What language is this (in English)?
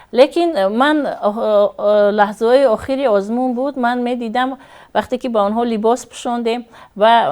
Tajik